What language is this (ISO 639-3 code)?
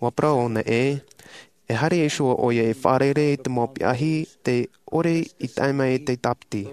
tah